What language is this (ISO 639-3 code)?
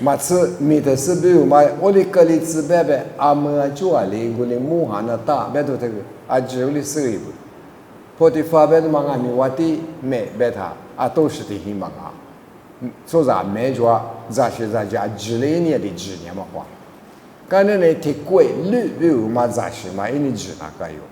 lis